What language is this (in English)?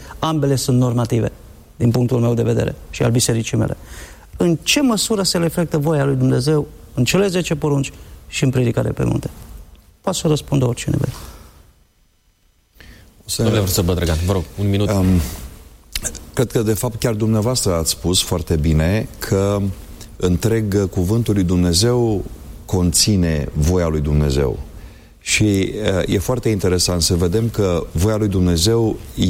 Romanian